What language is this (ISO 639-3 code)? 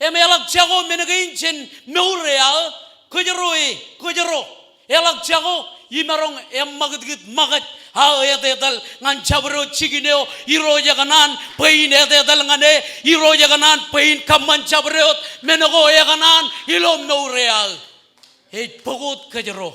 mah